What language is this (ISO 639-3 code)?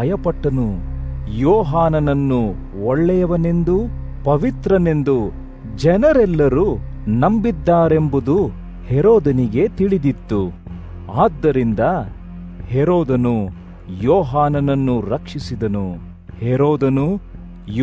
kan